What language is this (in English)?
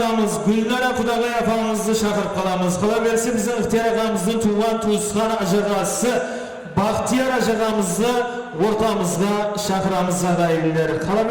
Kara-Kalpak